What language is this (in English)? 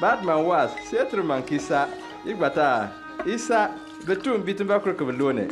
Bimoba